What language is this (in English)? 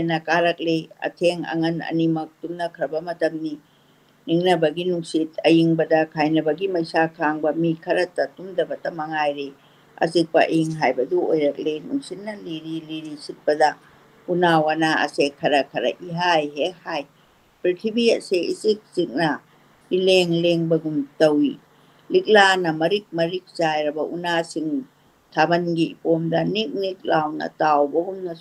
Manipuri